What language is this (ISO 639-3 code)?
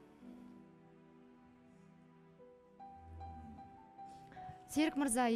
kaz